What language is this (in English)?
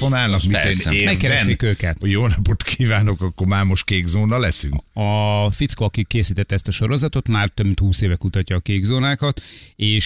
Hungarian